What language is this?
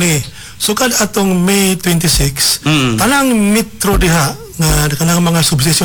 Cebuano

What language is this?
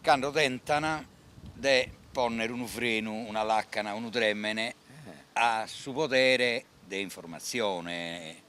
Sardinian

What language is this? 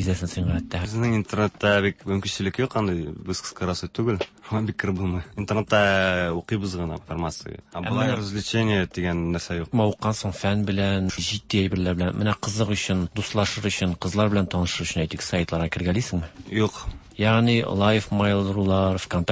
Tatar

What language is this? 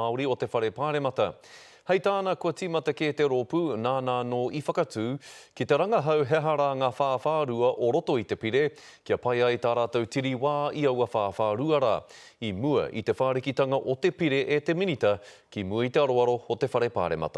Māori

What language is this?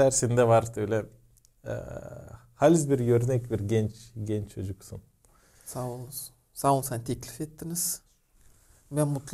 Gagauz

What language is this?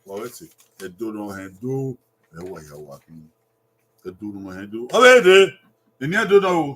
Bini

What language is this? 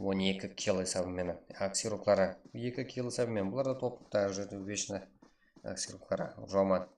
Kara-Kalpak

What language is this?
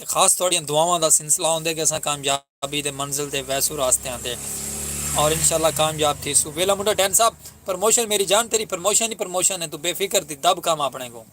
Saraiki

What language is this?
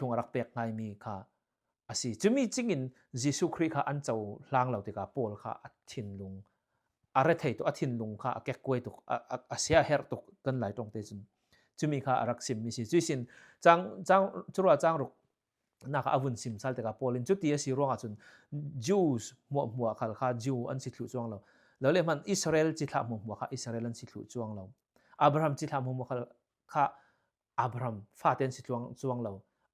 Falam Chin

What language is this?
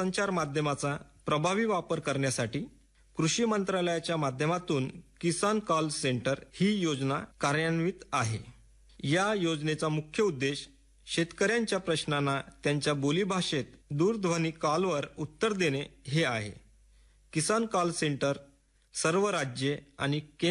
Marathi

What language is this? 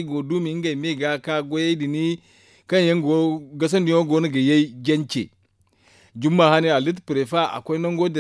Zarma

